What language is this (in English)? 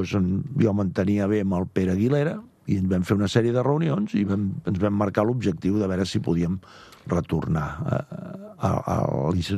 Catalan